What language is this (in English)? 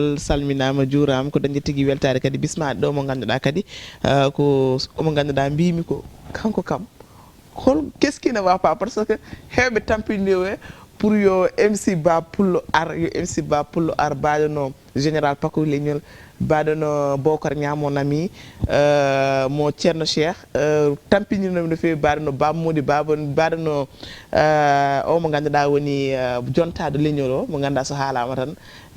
Fula